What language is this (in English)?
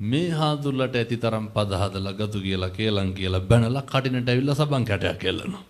Sinhala